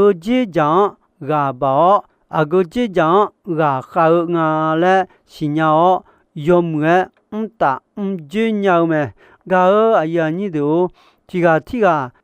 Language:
Akha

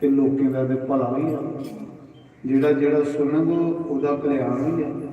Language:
Dogri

